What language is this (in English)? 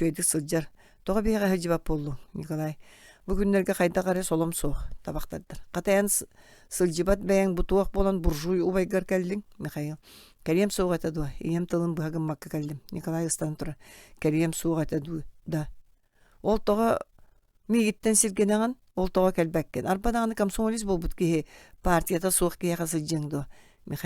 Yakut